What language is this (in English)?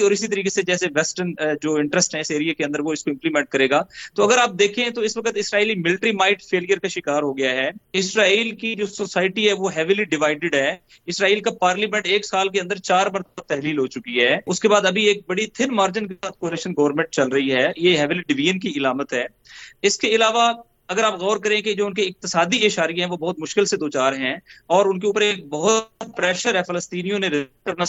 Urdu